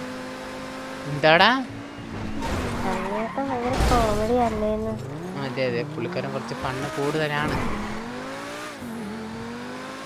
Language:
Malayalam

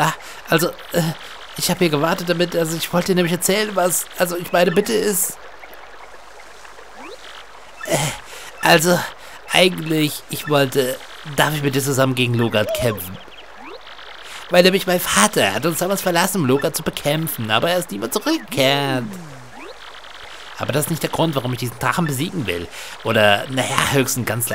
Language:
German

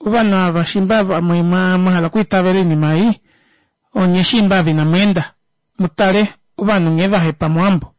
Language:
Kuanyama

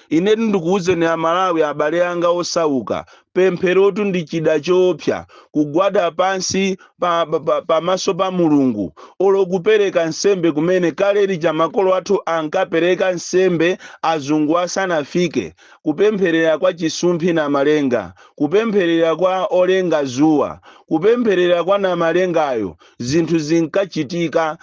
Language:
Nyanja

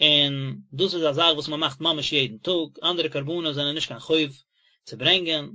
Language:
Yiddish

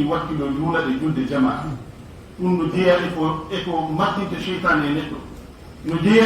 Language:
Fula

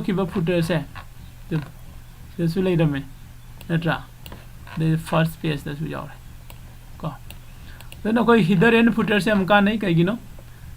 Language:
Manipuri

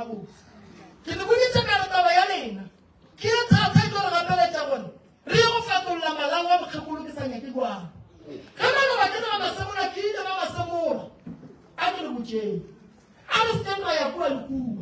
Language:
Northern Sotho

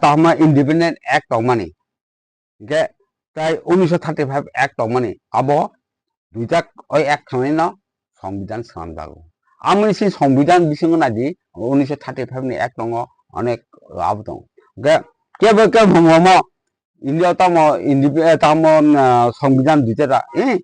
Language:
Kok Borok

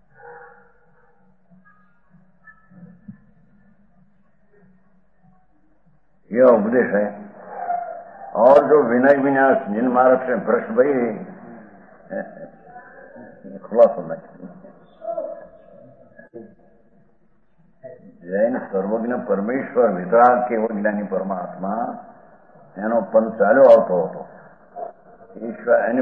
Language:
Gujarati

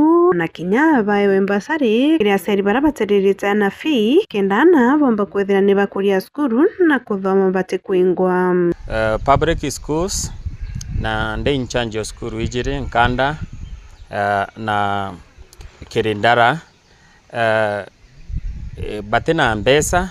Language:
Meru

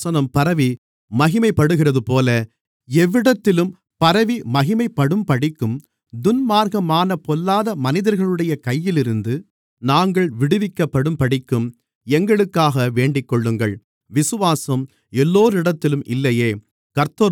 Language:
Tamil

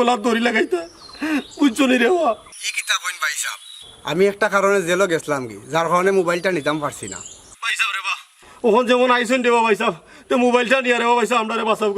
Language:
Sylheti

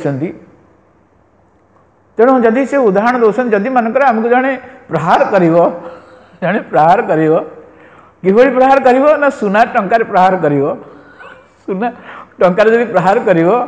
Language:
Odia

